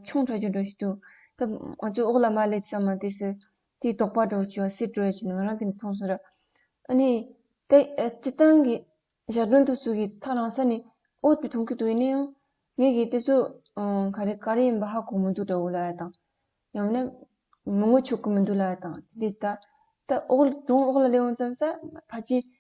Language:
Tibetan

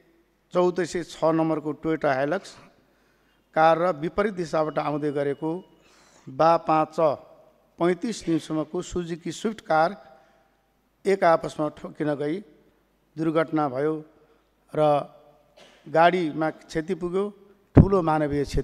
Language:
Nepali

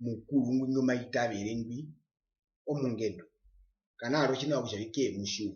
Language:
Herero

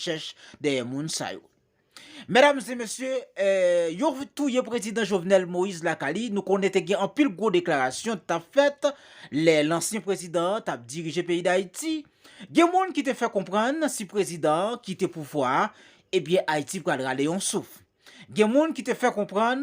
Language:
Haitian Creole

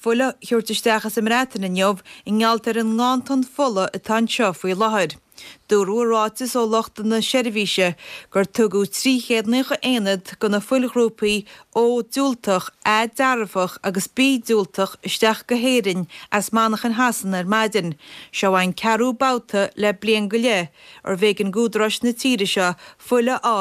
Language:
Irish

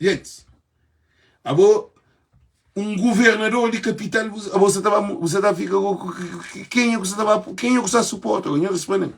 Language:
Kabuverdianu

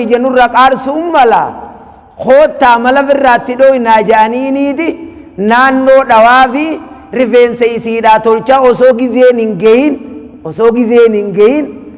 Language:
Oromo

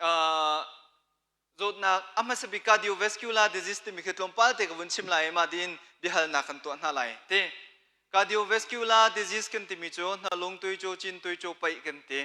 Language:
Hakha Chin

